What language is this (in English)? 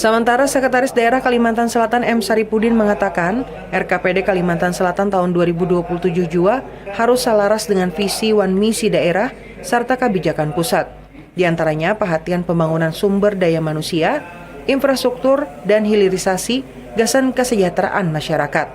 Banjar